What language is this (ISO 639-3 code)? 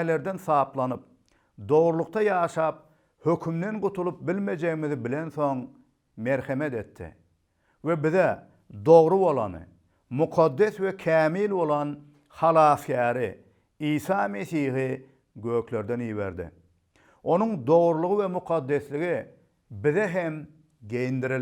tuk